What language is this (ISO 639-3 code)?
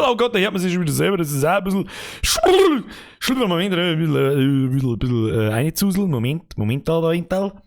bar